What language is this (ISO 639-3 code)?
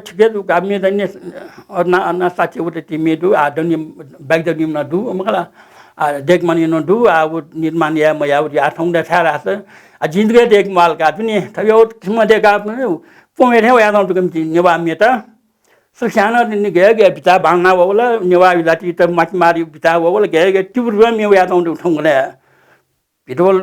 new